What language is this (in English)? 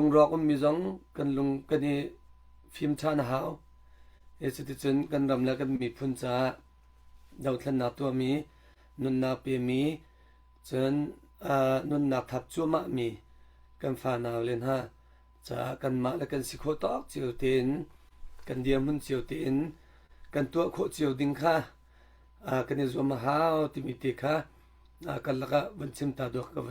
Hakha Chin